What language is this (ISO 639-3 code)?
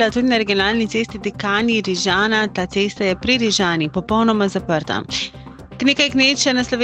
slv